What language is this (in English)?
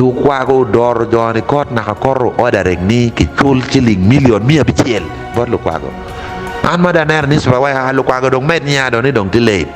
Acoli